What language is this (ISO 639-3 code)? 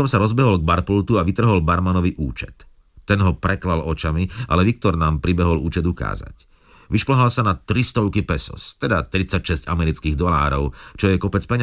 slk